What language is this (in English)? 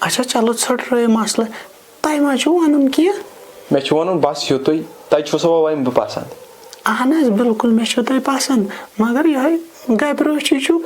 Kashmiri